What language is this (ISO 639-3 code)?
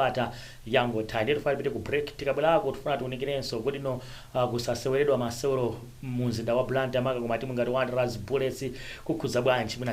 nya